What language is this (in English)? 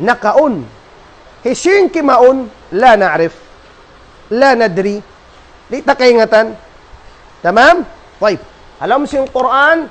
Tausug